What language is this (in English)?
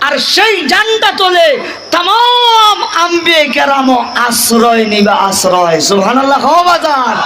Sylheti